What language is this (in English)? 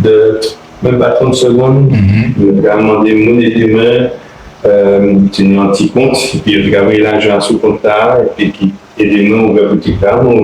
Guadeloupean Creole French